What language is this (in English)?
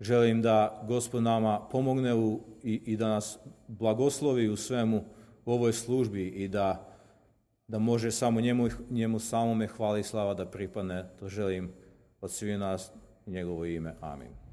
Serbian